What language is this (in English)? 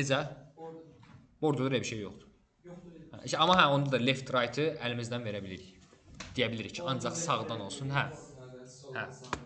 Azerbaijani